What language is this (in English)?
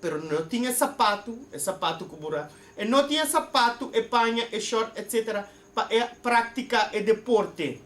Papiamento